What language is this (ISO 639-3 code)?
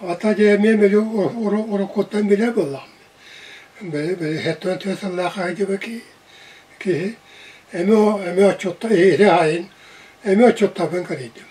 sah